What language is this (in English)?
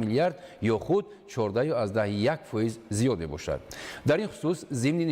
Tajik